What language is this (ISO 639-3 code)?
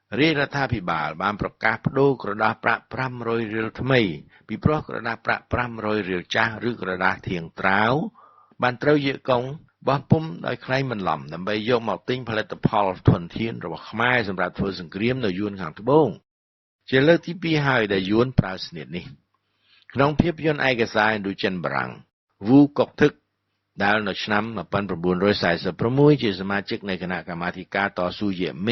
khm